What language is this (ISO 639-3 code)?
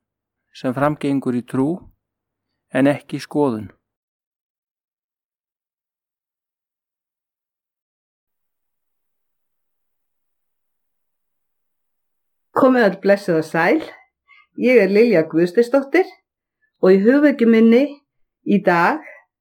isl